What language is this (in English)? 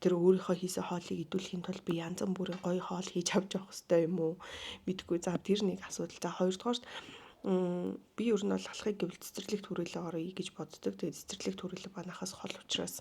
Mongolian